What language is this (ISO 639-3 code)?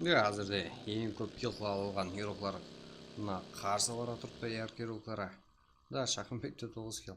kaa